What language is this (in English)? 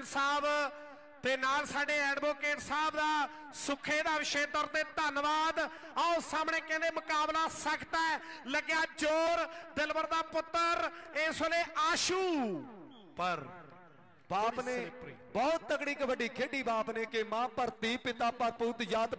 Punjabi